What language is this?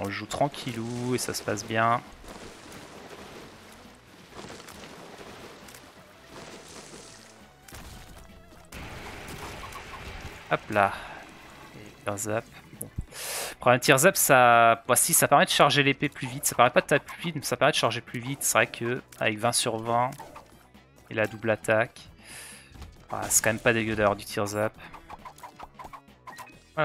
French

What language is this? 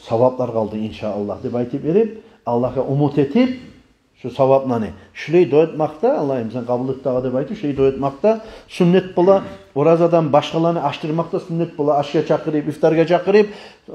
Kumyk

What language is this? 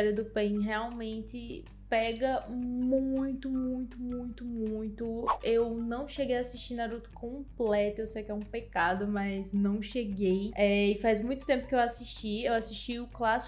Portuguese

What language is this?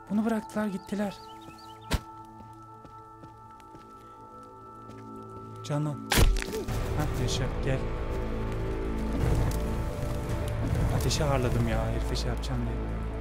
Turkish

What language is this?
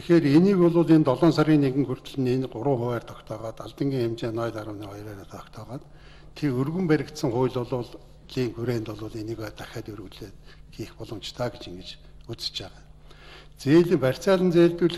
Mongolian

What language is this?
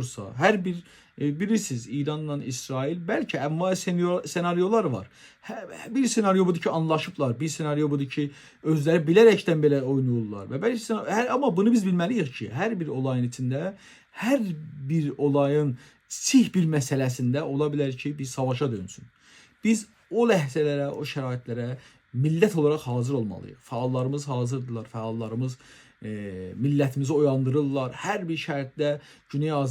South Azerbaijani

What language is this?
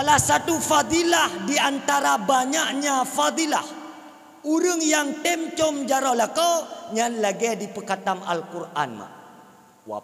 Achinese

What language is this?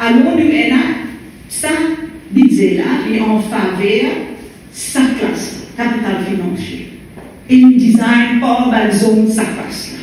Morisyen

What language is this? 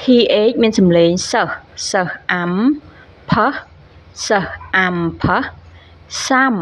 Khmer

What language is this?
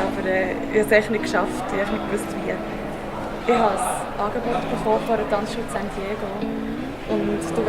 Swiss German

